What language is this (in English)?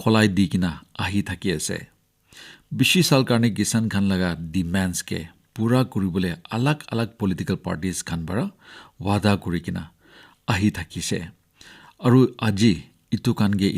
Naga Pidgin